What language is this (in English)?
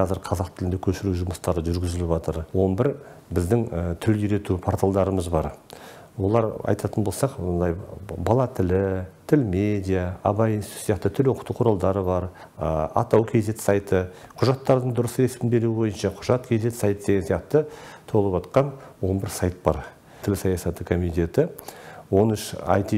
Kazakh